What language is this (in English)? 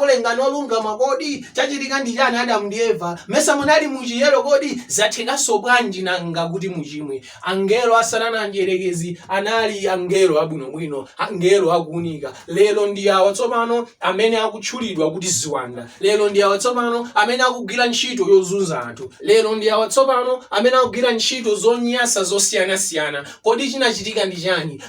Nyanja